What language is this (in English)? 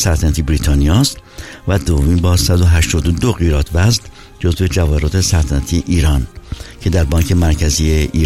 Persian